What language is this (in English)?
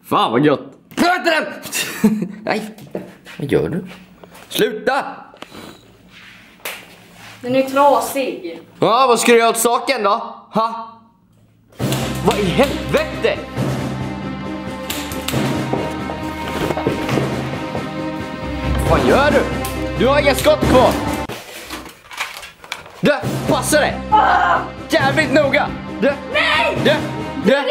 Swedish